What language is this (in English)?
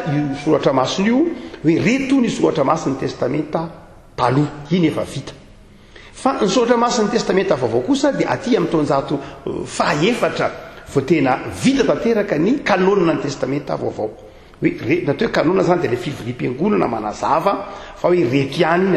Malagasy